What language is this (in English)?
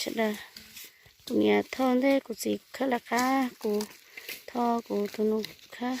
Hmong